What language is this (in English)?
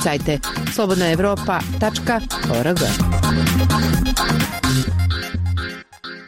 Bosnian